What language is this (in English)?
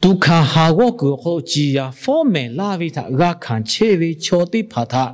Lahu